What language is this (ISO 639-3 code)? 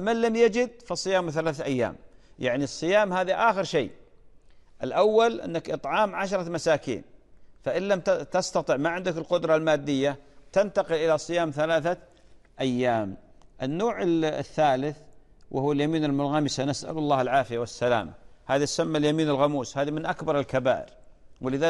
ara